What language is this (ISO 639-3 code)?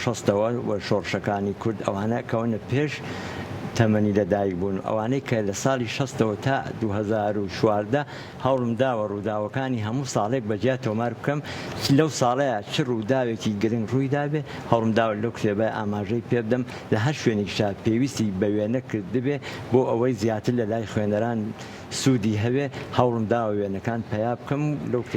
ckb